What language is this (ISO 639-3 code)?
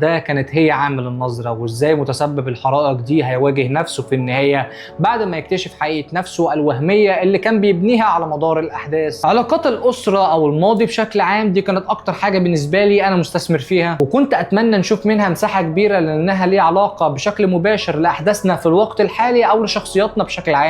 arz